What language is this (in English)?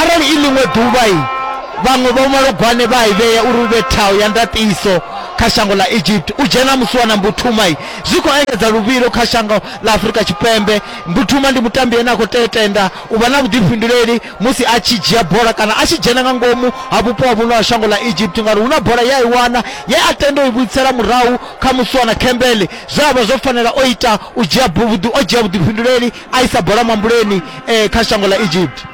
Venda